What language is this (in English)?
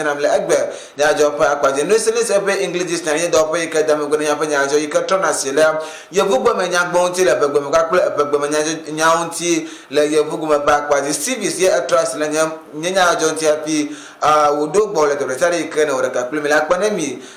Ewe